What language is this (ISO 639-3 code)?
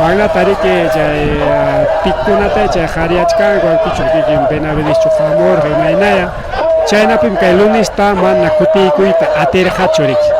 quy